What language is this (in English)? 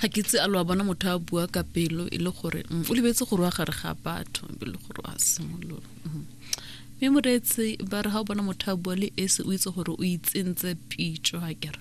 Tswana